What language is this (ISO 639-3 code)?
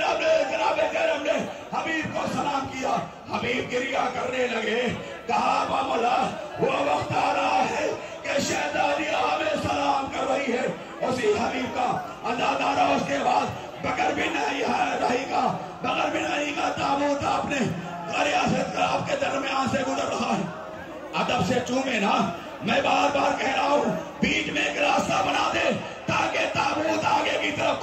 urd